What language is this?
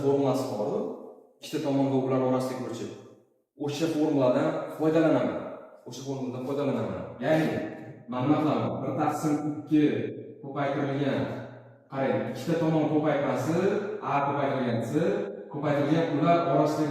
Uzbek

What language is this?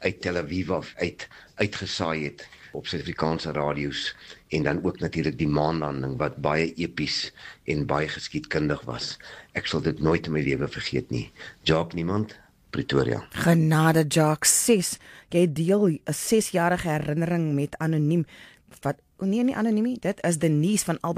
Afrikaans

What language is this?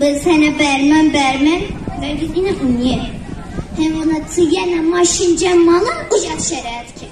Zaza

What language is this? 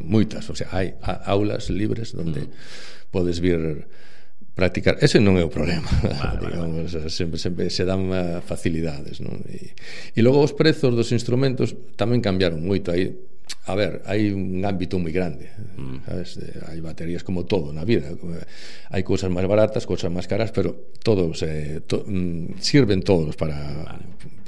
Galician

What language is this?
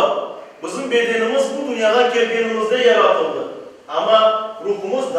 Crimean Tatar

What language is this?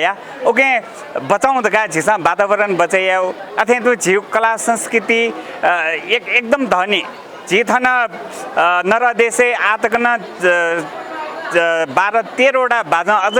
Newari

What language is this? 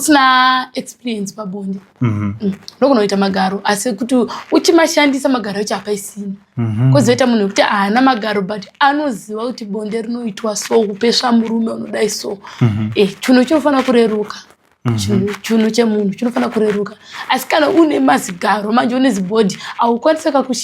Shona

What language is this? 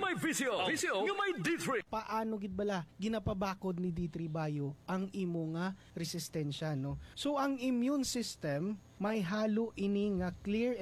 Hiligaynon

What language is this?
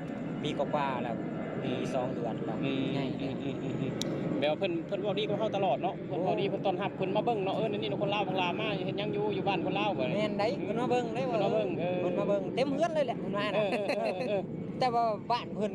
Northeastern Thai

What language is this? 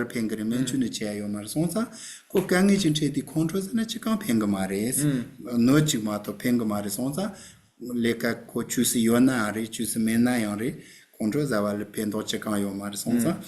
Tibetan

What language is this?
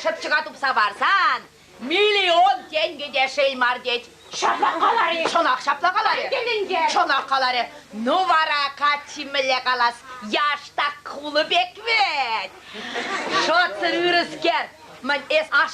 Chuvash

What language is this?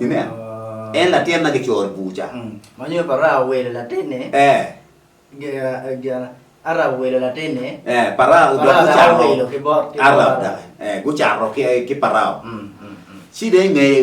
Acoli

